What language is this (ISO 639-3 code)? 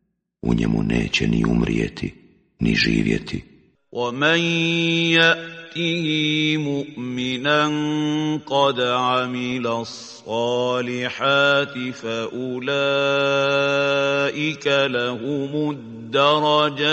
bos